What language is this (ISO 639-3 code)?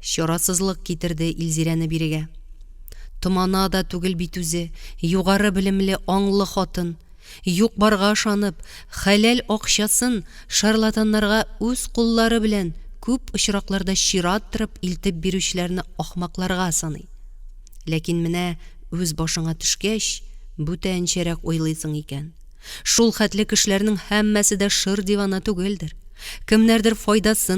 tat